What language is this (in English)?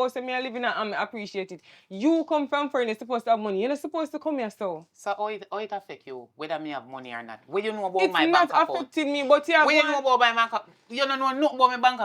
Jamaican Creole English